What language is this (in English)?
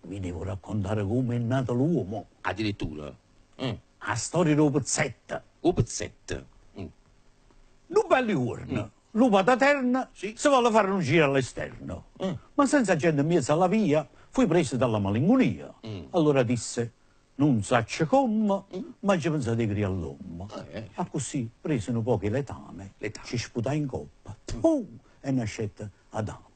Neapolitan